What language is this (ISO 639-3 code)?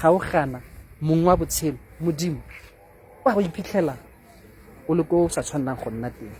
tsn